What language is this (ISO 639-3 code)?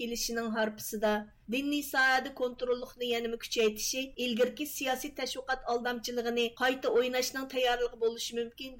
uig